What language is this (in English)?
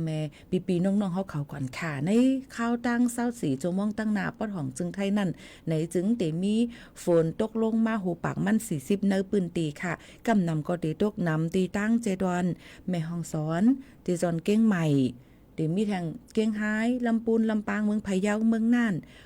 Shan